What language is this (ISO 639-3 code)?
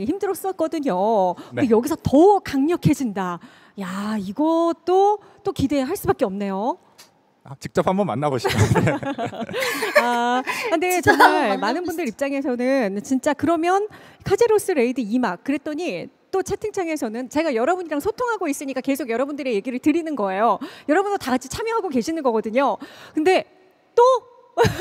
kor